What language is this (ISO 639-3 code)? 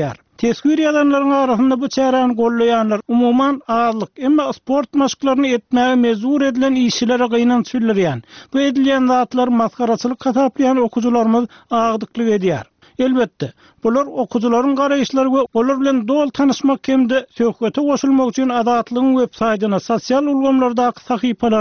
tuk